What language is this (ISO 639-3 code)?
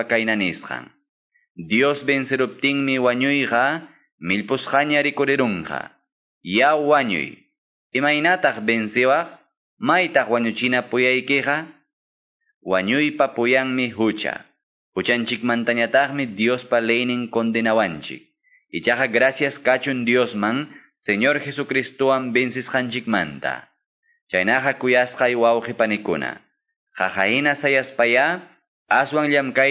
que